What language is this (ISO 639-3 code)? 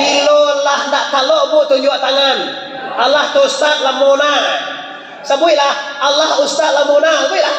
min